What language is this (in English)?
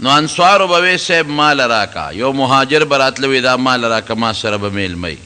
Pashto